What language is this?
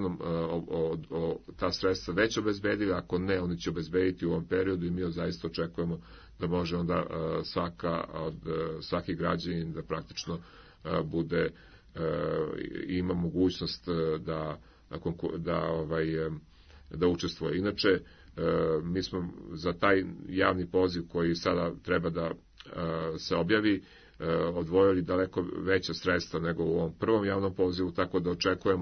Serbian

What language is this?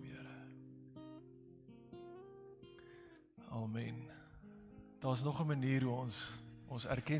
Afrikaans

